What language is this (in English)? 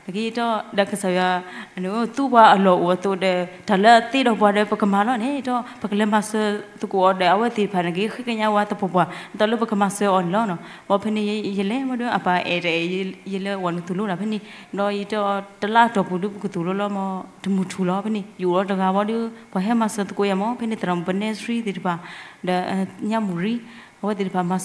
S'gaw Karen